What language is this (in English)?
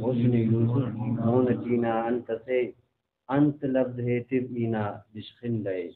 Brahui